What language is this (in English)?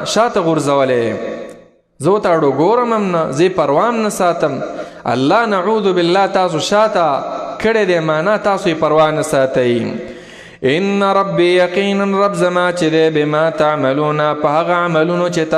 Pashto